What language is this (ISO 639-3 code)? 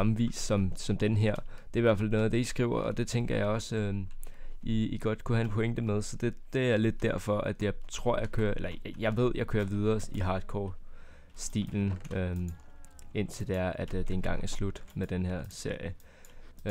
dan